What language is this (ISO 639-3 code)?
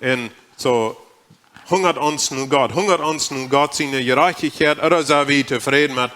pdt